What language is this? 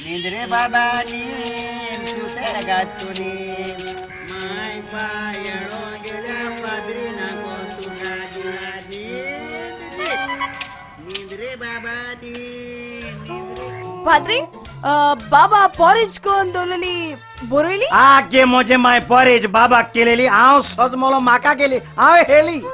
Konkani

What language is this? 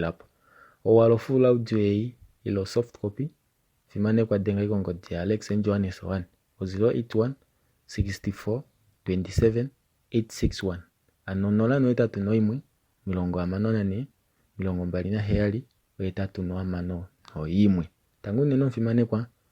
Kuanyama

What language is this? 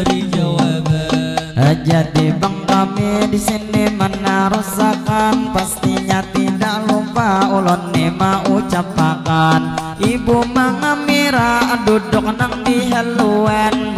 Banjar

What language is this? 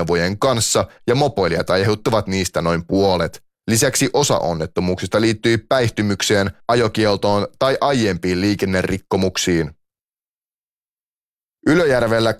Finnish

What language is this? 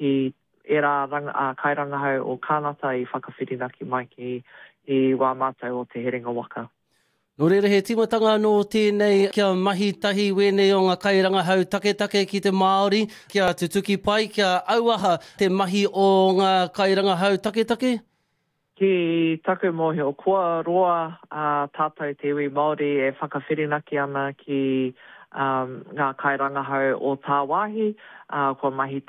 Māori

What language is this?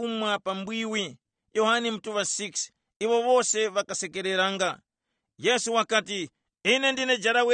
Tumbuka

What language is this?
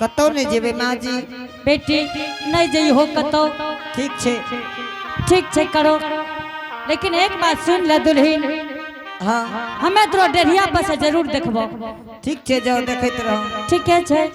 Angika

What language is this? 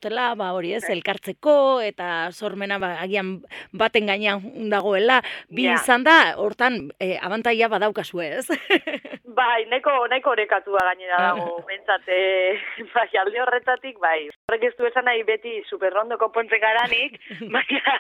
Basque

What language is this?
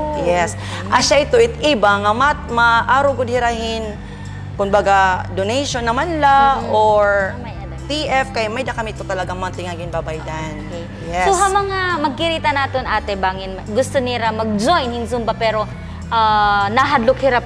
Waray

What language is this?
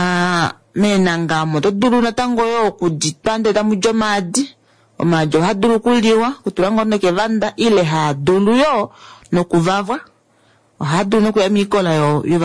Kuanyama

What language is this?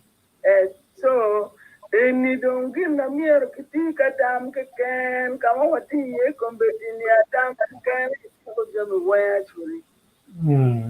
Acoli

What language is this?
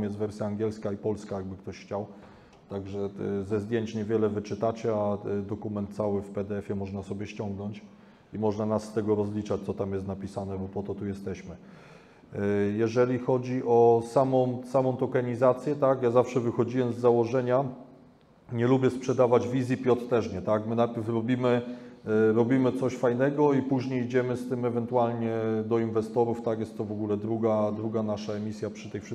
Polish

